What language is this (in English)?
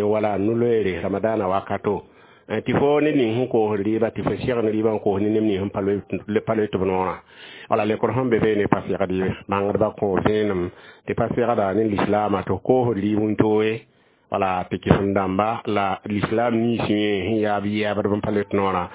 Mossi